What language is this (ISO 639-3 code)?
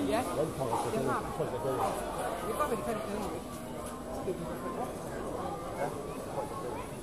dan